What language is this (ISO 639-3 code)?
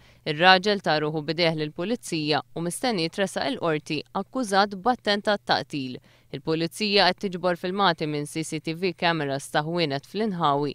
mlt